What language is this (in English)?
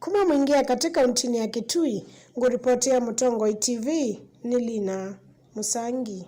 Kamba